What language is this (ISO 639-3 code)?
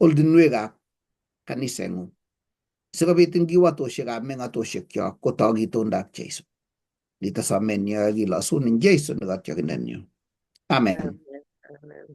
kln